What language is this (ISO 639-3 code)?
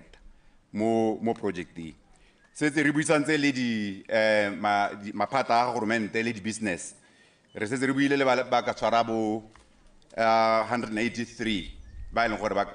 tsn